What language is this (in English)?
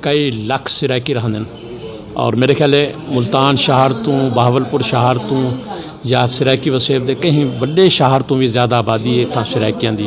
Saraiki